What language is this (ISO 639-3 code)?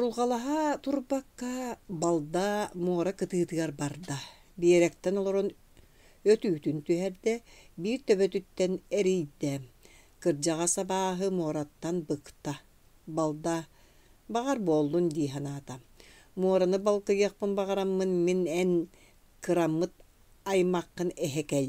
sah